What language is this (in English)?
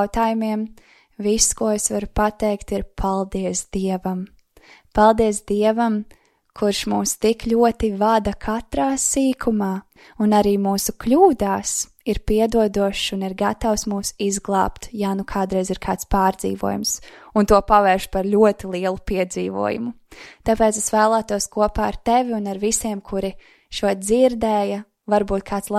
Latvian